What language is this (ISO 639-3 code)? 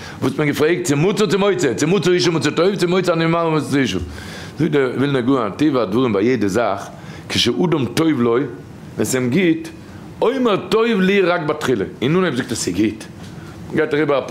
yid